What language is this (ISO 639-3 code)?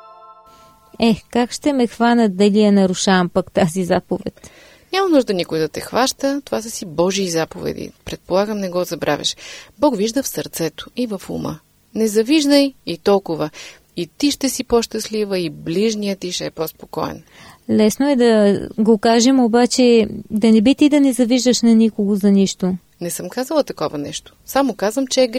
bul